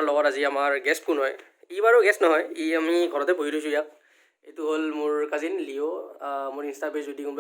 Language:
Assamese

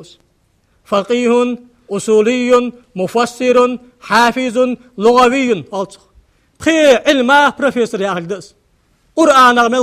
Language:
Ingush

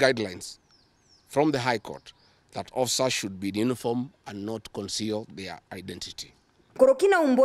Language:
Meru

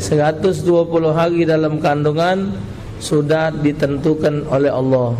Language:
Musi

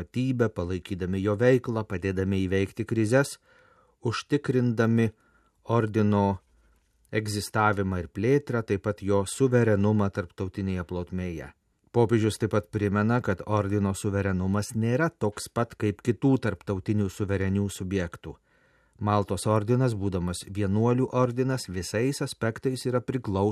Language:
Lithuanian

